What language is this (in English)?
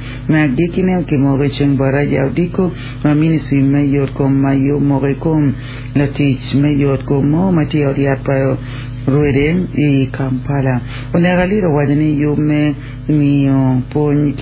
Acoli